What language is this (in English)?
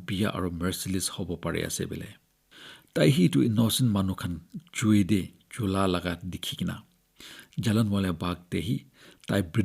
Naga Pidgin